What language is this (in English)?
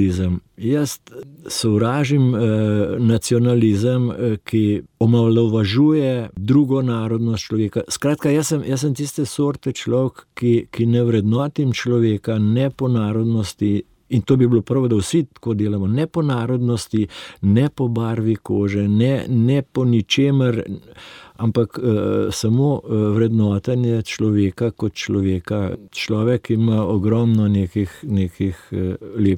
Slovenian